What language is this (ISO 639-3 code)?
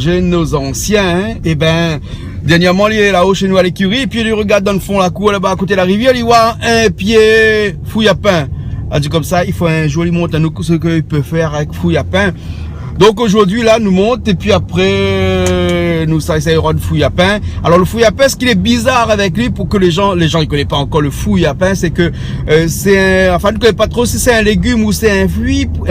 rcf